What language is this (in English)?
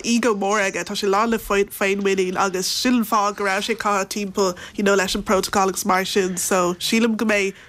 Irish